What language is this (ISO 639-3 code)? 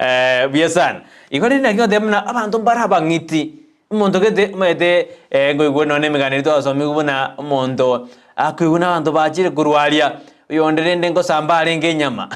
guz